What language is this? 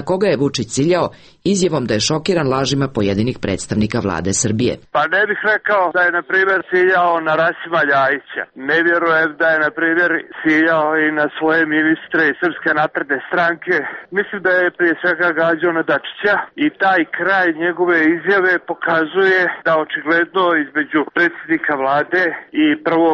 Serbian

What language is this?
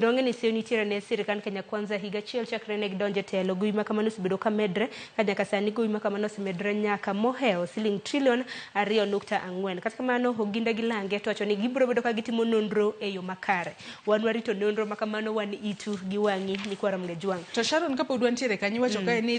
Luo (Kenya and Tanzania)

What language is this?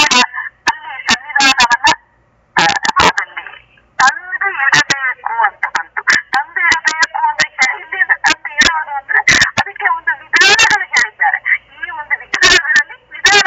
Kannada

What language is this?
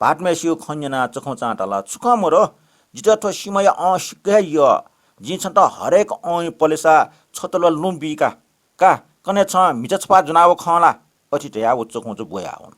Newari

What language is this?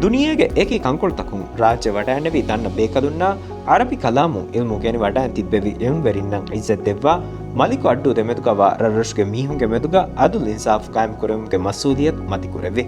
Divehi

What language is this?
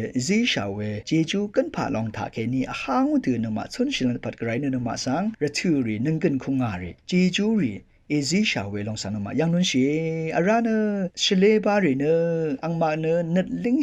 Rawang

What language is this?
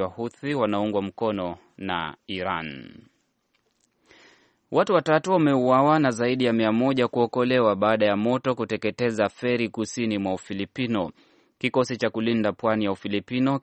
Swahili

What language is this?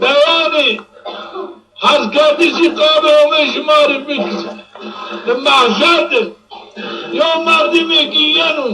Zaza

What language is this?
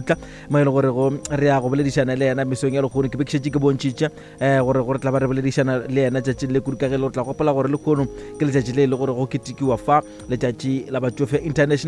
Northern Sotho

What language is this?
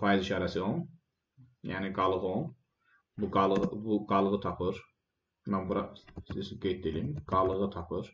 Azerbaijani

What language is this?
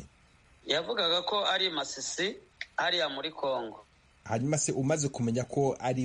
Kinyarwanda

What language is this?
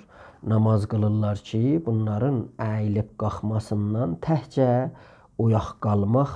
South Azerbaijani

